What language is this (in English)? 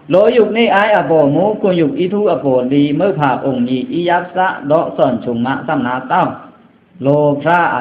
Pa'o Karen